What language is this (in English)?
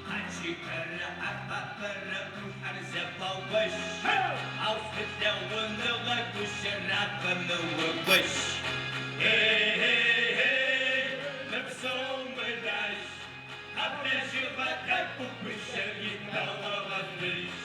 Adyghe